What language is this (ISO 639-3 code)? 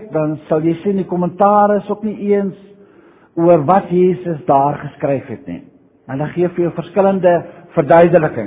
afr